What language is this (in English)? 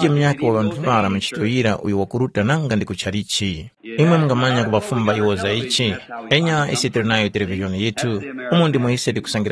Tumbuka